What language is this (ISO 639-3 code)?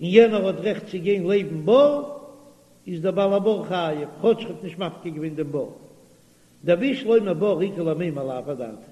yid